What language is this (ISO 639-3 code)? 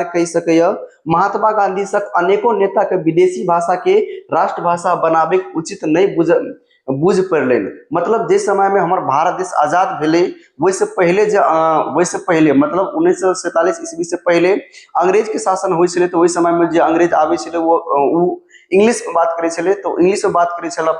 mai